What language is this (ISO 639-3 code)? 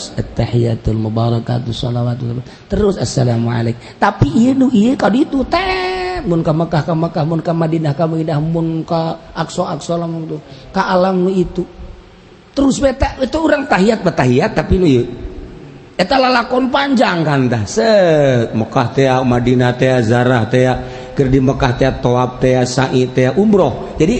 sun